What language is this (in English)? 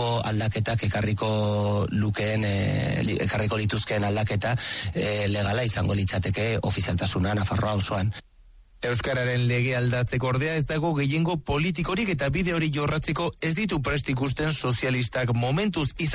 Basque